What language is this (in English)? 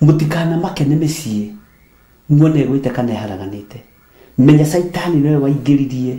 Kikuyu